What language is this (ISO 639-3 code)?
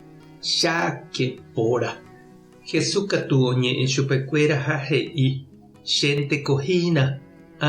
grn